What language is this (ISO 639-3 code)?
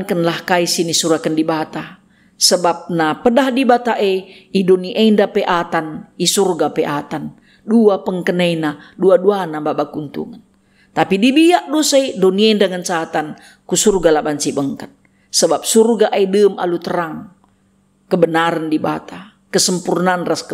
btx